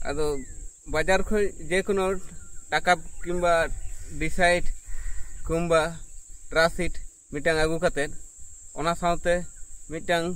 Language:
Santali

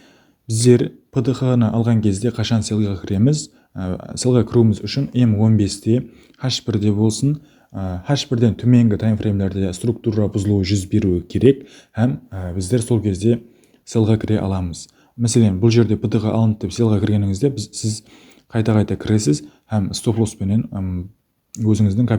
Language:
Kara-Kalpak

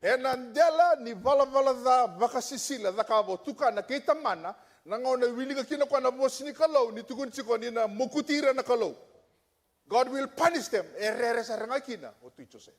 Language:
Fijian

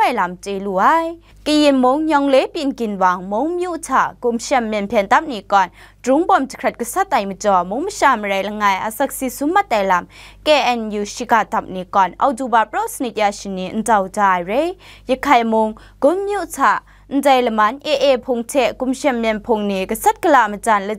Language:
Kachin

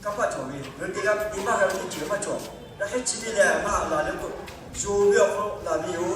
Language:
Lahu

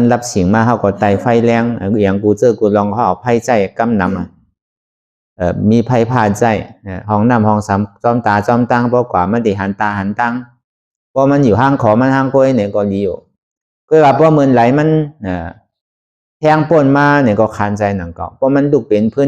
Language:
Shan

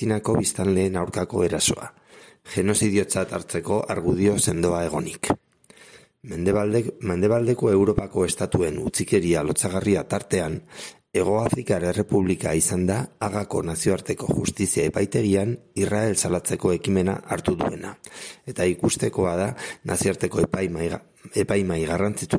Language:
Basque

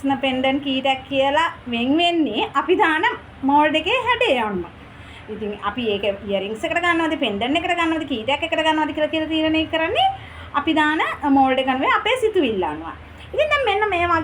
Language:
Sinhala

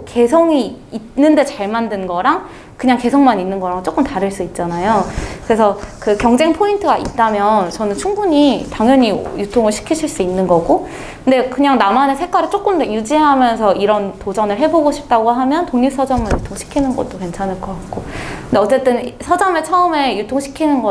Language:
Korean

